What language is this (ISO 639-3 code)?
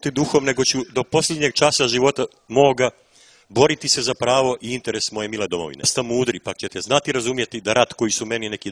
srp